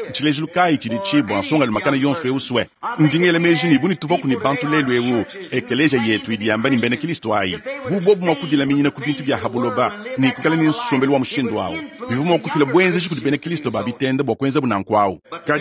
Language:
Luba-Lulua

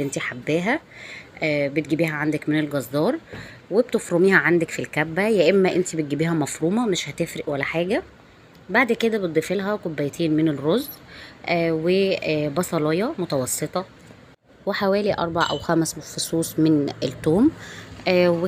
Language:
Egyptian Arabic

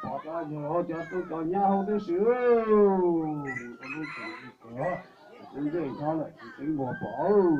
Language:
Hmong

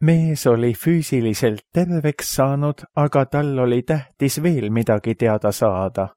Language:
Estonian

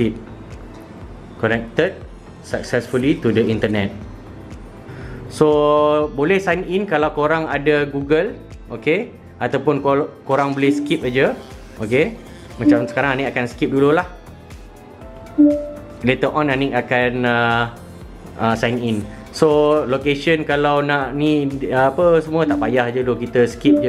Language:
Malay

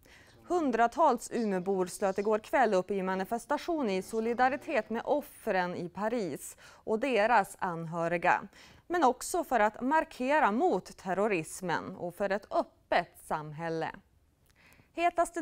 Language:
Swedish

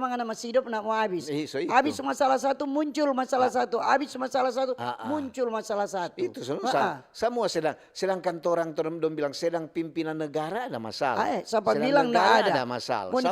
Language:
Manado Malay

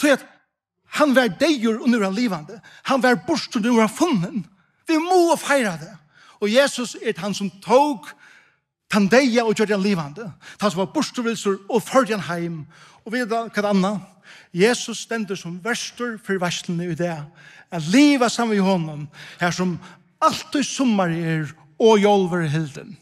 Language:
Faroese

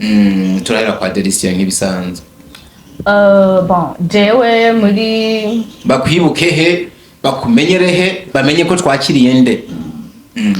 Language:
Rundi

